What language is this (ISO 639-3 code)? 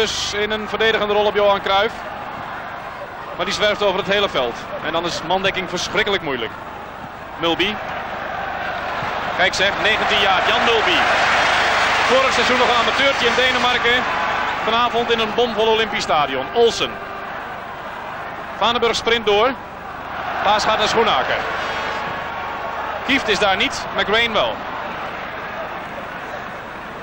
nld